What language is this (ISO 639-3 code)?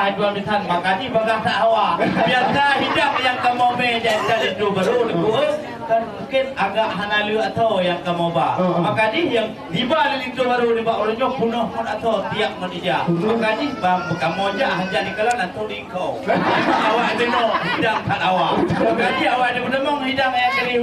ace